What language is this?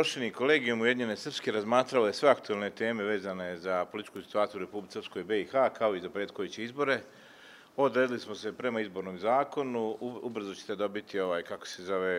Serbian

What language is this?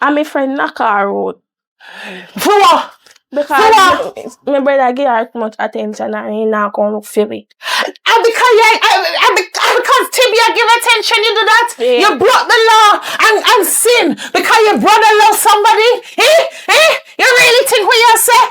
Jamaican Creole English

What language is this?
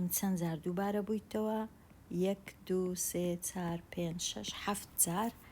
Central Kurdish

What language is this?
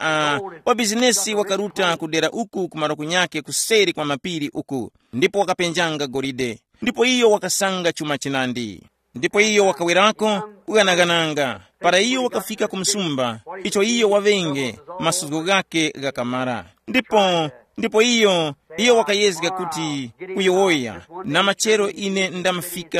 Tumbuka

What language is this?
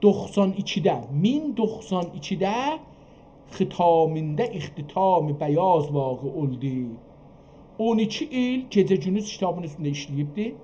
South Azerbaijani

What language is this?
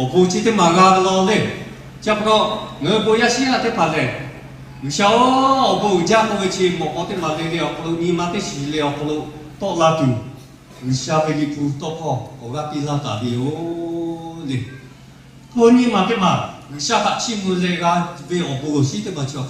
Lahu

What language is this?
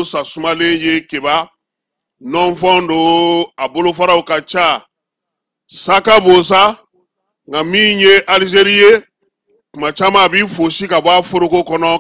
Bambara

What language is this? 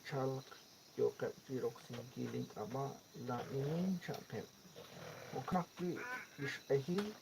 Kekchí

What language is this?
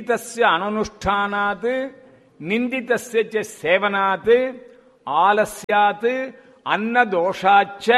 Tamil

